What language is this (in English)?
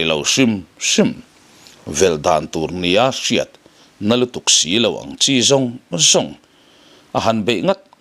Mizo